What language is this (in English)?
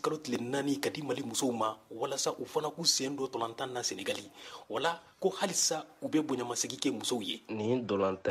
Bambara